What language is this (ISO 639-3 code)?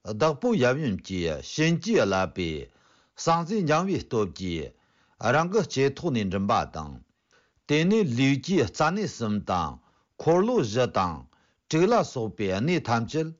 bod